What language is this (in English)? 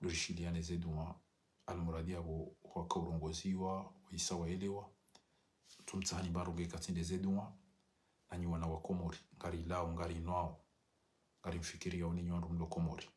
Ngazidja Comorian